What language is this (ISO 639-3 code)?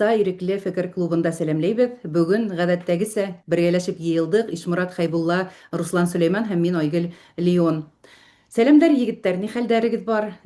bak